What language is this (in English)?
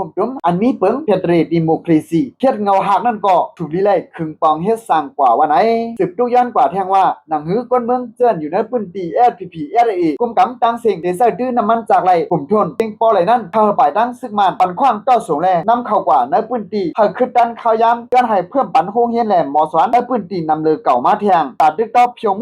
Shan